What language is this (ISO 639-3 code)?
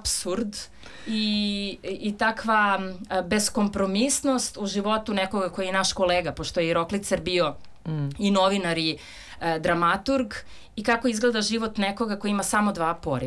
srp